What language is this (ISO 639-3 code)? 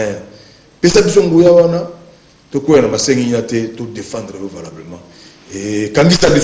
lin